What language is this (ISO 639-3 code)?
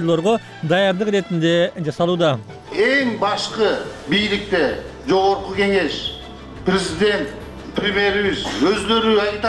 kir